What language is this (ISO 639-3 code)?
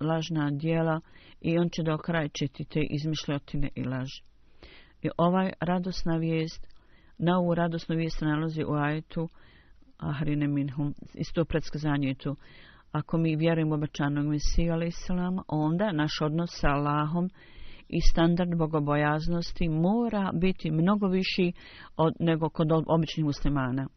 bos